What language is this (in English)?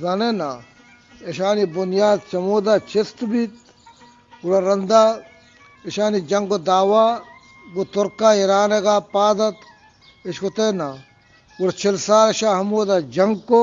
Eastern Balochi